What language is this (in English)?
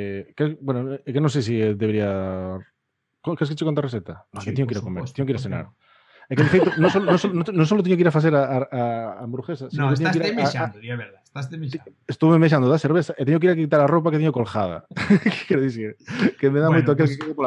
Galician